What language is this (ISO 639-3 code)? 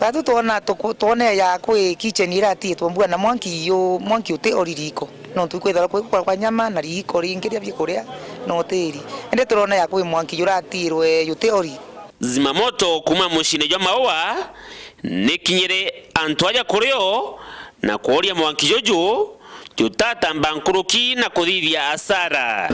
mer